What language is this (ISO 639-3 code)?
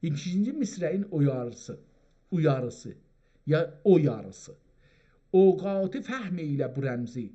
azb